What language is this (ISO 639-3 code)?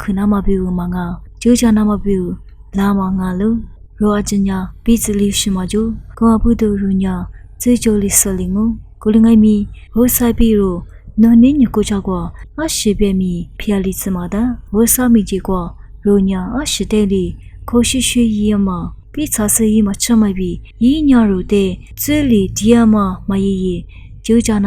lis